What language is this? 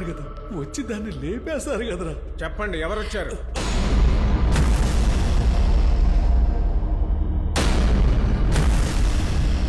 Telugu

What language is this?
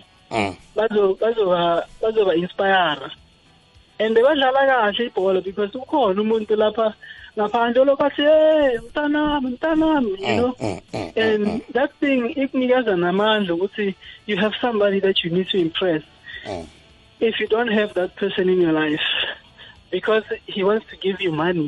South Ndebele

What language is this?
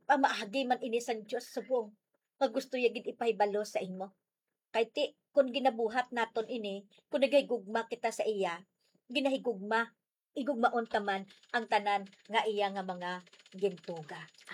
Hiligaynon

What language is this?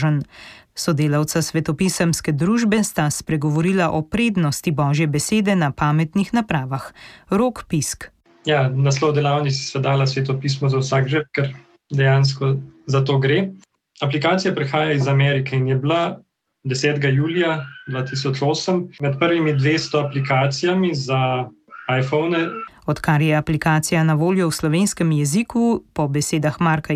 Slovenian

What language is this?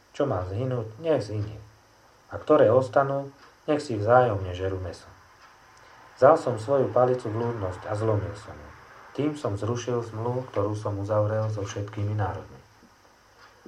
Slovak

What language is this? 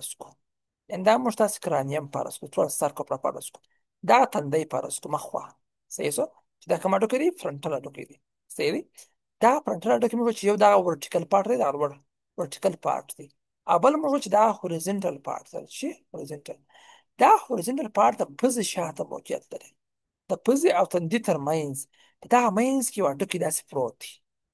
Pashto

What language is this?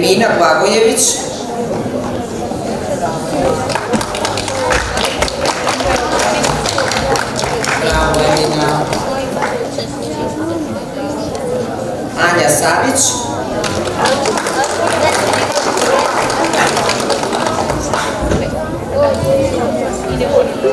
Serbian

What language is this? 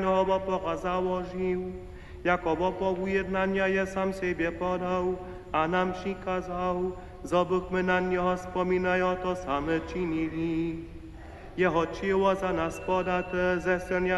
Upper Sorbian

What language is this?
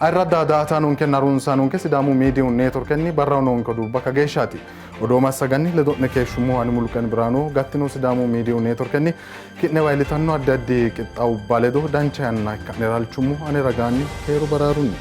Sidamo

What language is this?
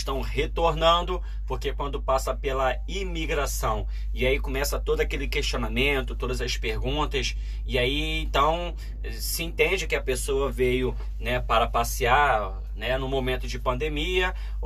Portuguese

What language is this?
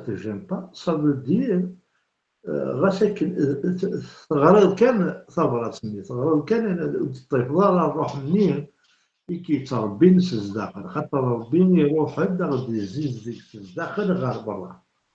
Kabyle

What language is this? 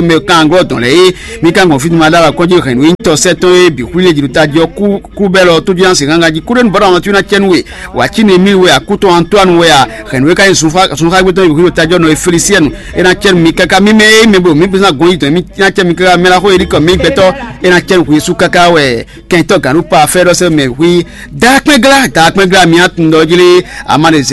Fon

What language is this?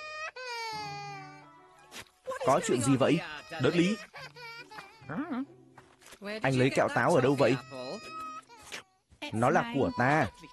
Vietnamese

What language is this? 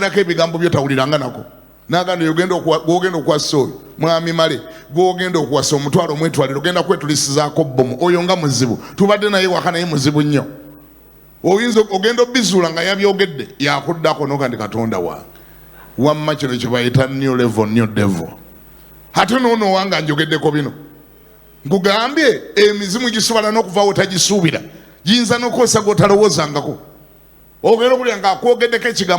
Ganda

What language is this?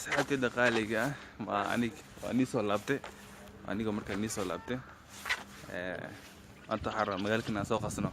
Somali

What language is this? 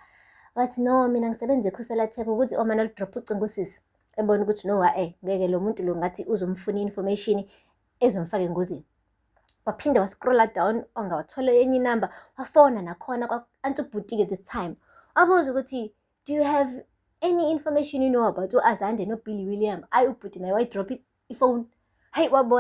Zulu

